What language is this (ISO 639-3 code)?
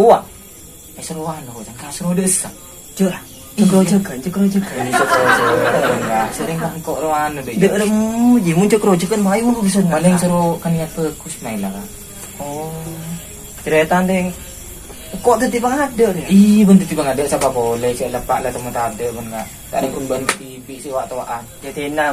mad